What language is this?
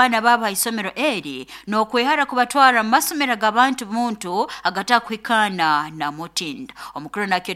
Nyoro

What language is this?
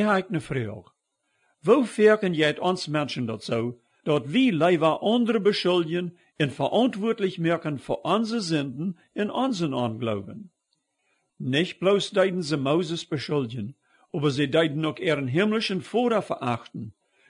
Plautdietsch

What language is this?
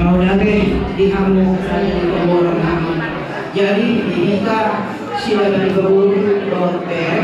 Batak Toba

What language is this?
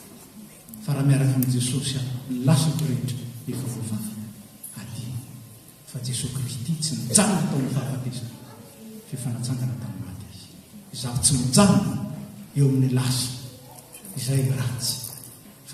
Malagasy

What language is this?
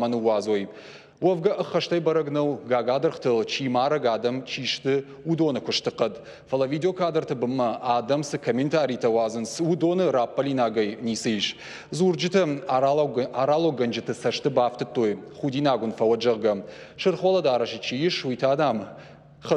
Ossetic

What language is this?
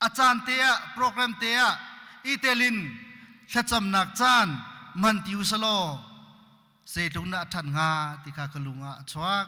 Hakha Chin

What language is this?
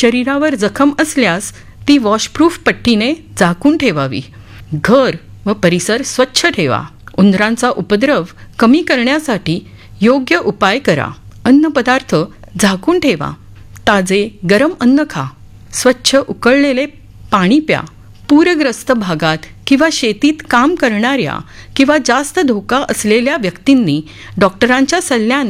Marathi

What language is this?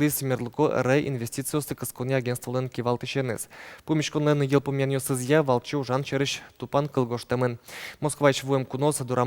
Udmurt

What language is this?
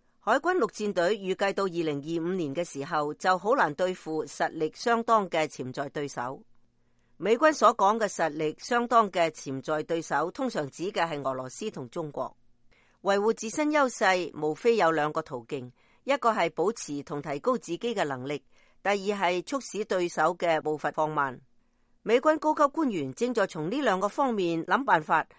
Cantonese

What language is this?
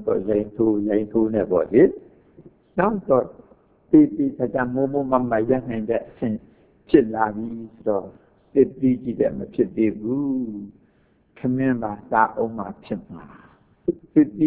Burmese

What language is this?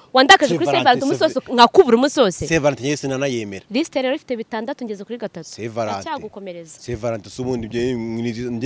Kinyarwanda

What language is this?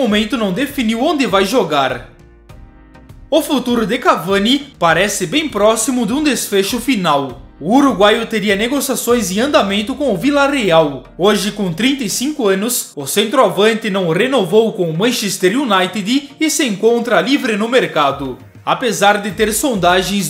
Portuguese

